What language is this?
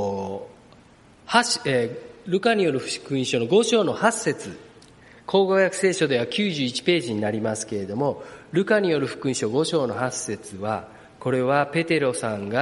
Japanese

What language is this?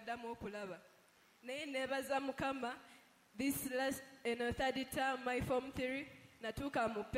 Ganda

